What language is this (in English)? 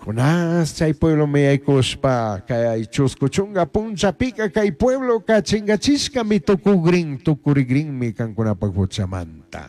Chimborazo Highland Quichua